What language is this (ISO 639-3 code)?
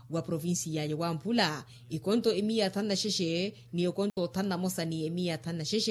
vmw